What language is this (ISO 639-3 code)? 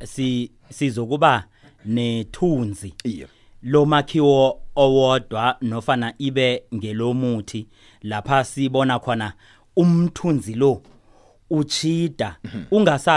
nbl